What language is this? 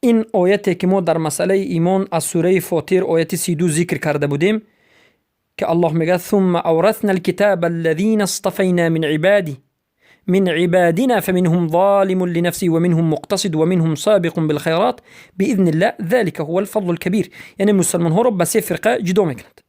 Persian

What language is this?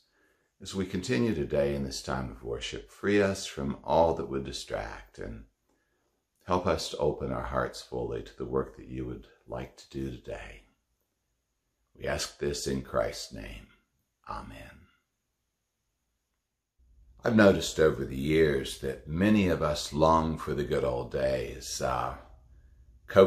English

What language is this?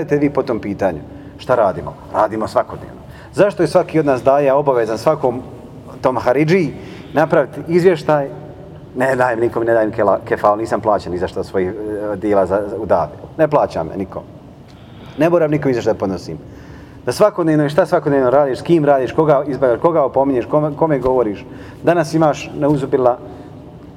Bosnian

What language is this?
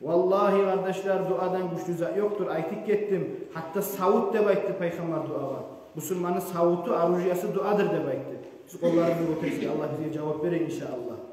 Kumyk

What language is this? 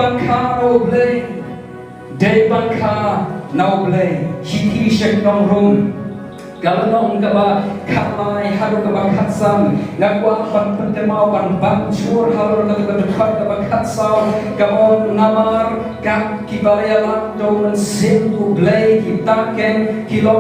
Khasi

